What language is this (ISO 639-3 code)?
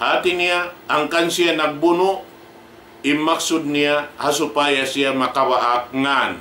tsg